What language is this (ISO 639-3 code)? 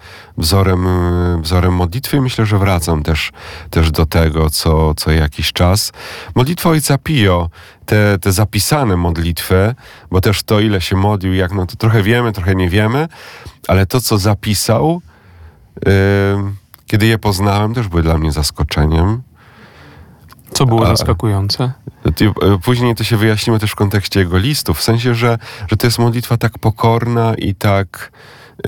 pol